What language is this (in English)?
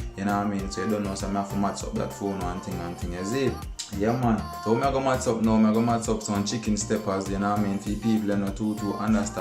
Jamaican Creole English